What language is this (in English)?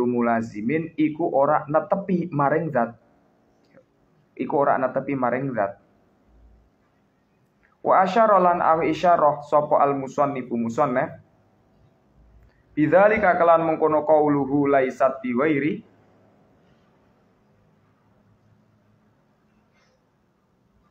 Javanese